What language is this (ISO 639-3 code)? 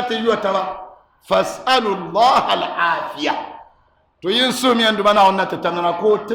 dag